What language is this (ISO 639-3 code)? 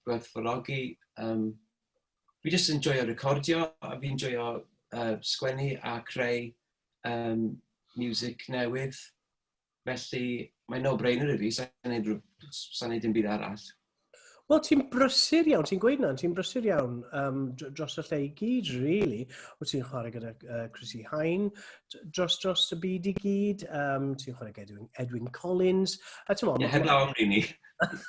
cym